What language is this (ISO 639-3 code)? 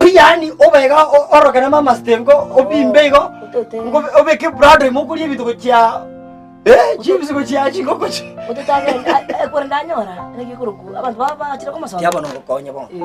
guz